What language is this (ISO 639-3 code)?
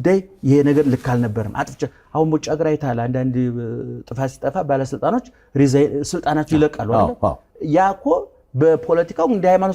amh